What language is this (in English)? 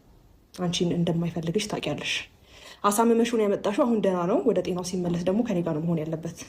Amharic